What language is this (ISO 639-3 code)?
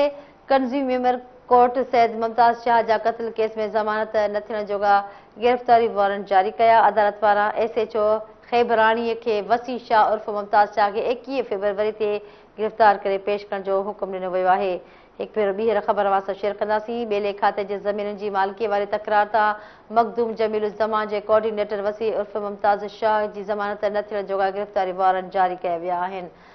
snd